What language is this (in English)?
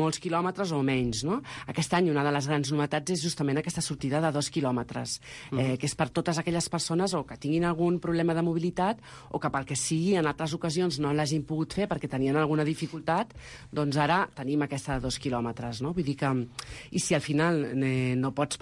Catalan